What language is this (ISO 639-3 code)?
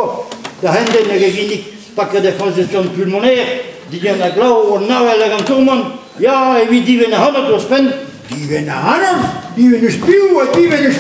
bre